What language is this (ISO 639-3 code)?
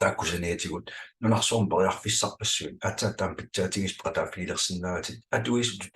kal